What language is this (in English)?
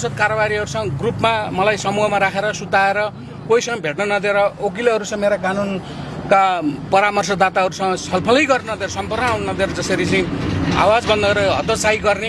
Nepali